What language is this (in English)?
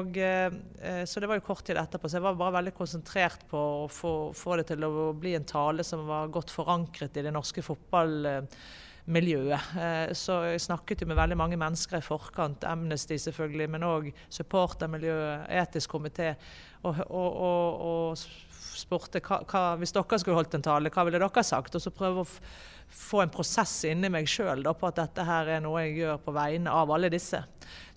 Norwegian